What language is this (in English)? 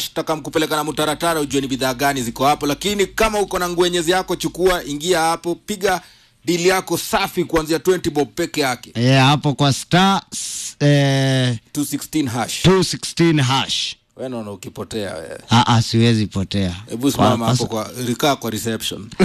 Swahili